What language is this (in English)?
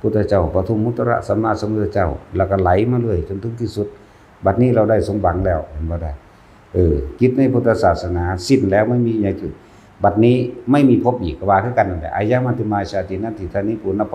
Northeastern Thai